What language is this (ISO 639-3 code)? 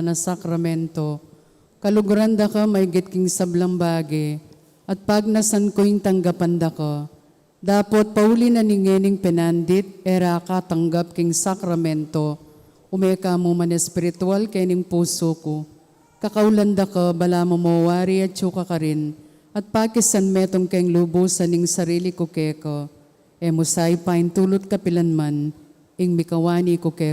pam